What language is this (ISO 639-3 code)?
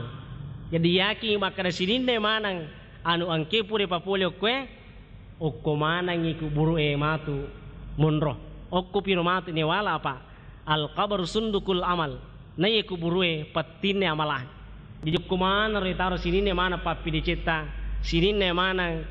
bug